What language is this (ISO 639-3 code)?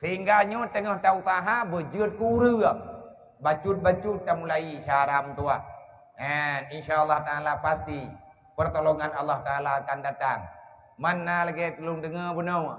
ace